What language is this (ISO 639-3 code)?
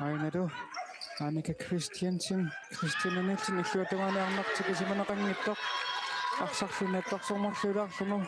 kal